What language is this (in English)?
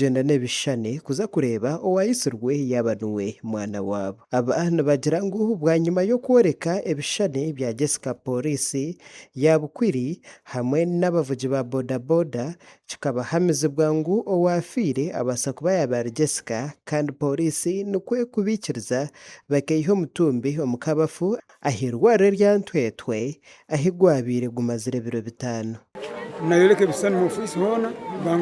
Nyankole